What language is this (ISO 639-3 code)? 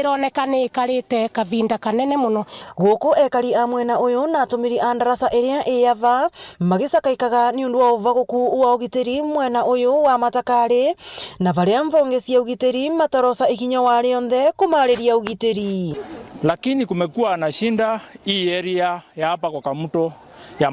mer